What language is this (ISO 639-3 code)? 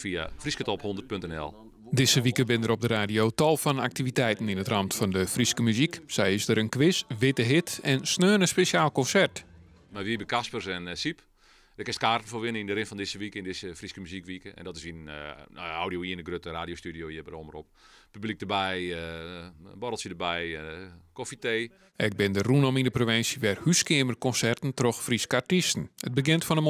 fry